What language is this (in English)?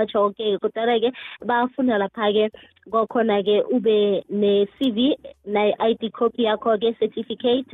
South Ndebele